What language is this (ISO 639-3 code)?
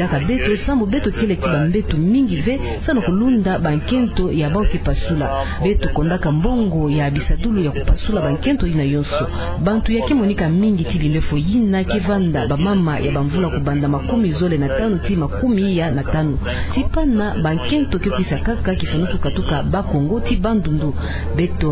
ktu